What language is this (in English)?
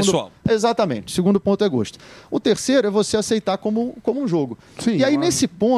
Portuguese